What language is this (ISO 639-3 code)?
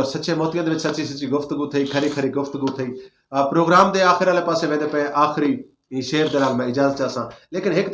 skr